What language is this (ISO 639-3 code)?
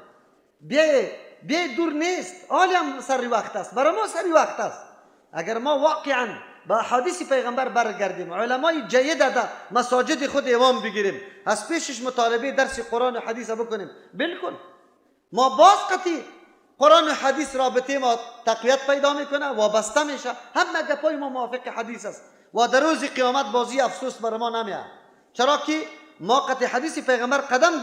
fas